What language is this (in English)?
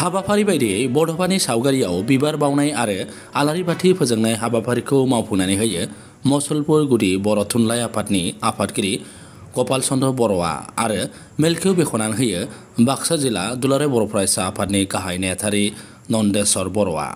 Bodo